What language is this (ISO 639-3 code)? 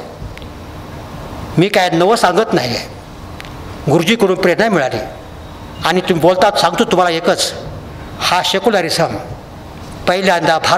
mar